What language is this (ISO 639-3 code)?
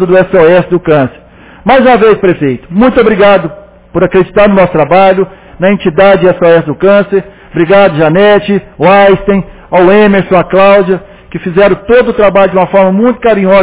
por